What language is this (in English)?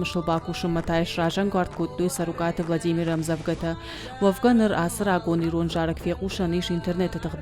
Ossetic